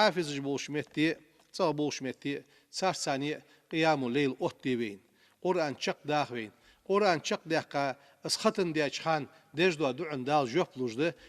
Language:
Ingush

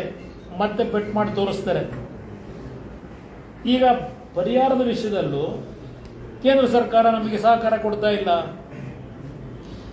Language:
Kannada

